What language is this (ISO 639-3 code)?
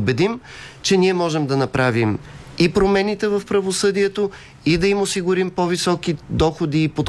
bul